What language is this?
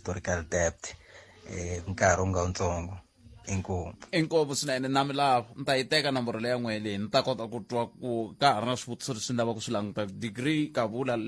Tsonga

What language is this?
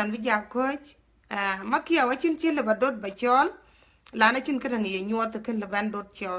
Dinka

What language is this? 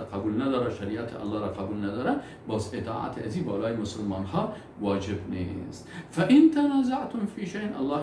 Persian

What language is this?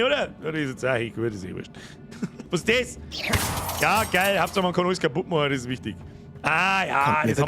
Bavarian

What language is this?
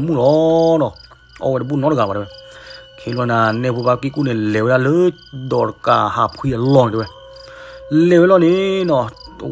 S'gaw Karen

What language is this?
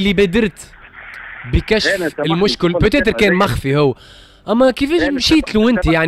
Tunisian Arabic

